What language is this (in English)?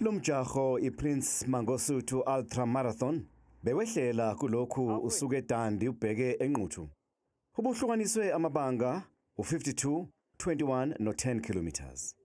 Zulu